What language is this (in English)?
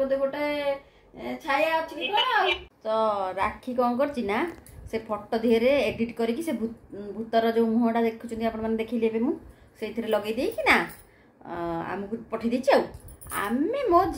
Sambalpuri